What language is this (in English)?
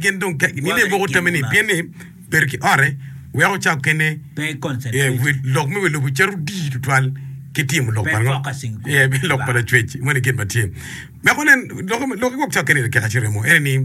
Acoli